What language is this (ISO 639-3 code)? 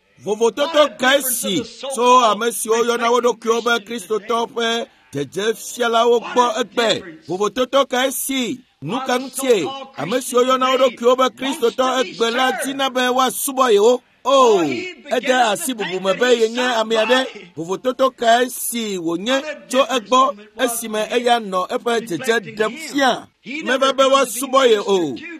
ewe